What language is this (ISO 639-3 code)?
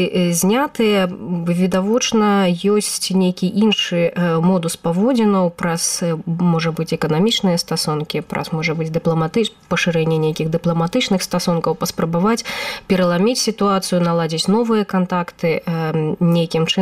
bel